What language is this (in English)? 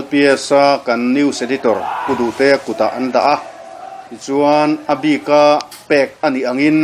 Mizo